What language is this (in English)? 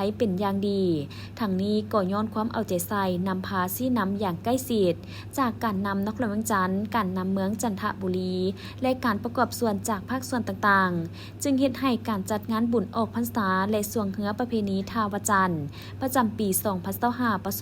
Lao